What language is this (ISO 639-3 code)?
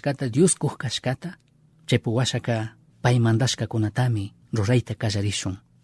qug